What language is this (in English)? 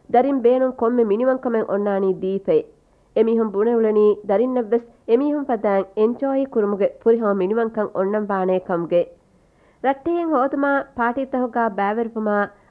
Divehi